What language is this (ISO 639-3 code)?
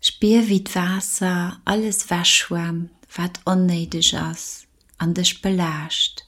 ltz